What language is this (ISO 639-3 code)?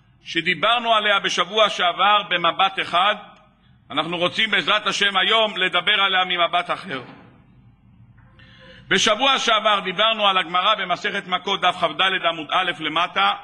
heb